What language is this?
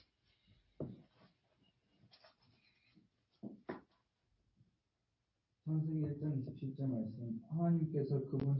Korean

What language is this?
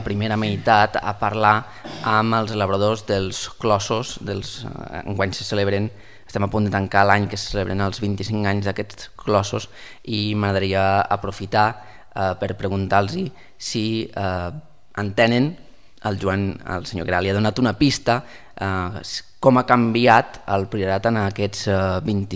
Catalan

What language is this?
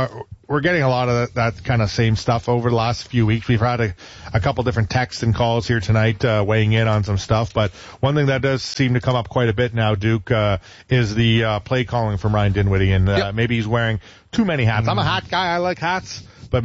English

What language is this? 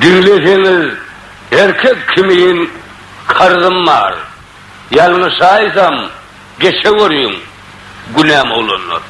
Turkmen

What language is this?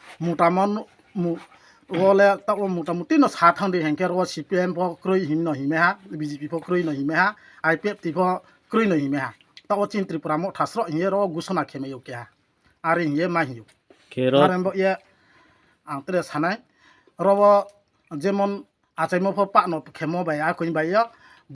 Kok Borok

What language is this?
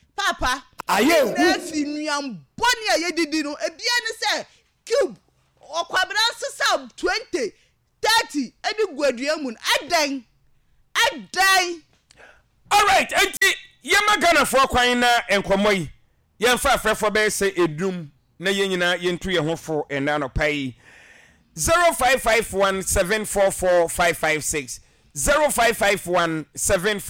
Akan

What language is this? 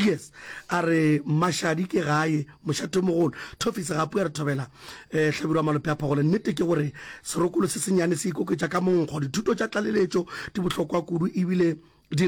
Northern Sotho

